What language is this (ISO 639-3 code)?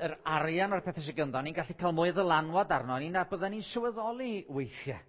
cym